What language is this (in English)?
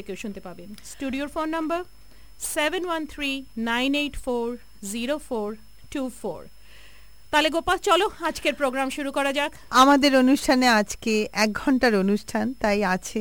Bangla